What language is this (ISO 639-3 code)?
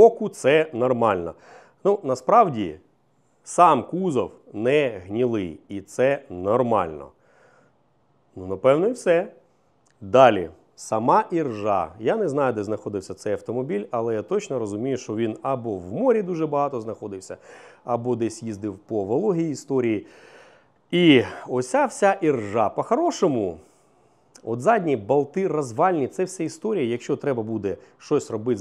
ukr